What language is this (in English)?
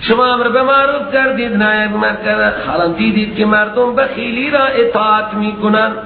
Persian